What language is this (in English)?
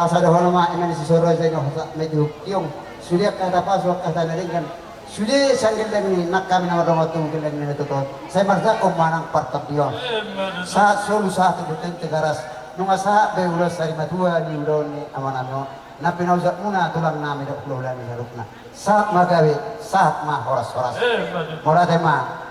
Batak Toba